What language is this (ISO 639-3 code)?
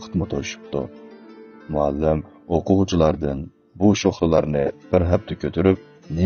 uig